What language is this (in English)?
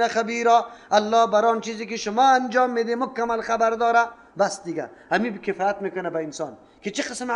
Persian